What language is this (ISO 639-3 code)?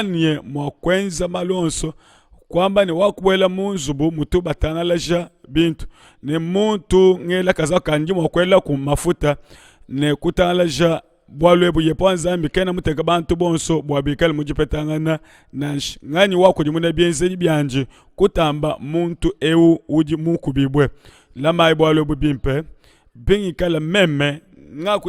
lua